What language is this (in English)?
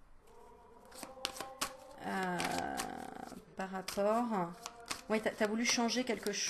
French